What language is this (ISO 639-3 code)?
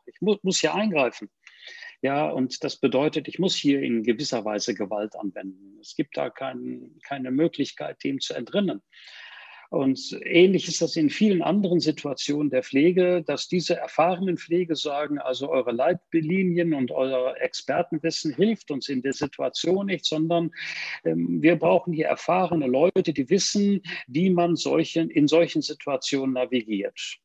deu